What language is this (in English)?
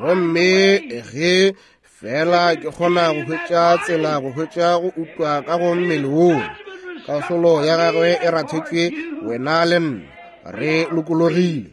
Northern Sotho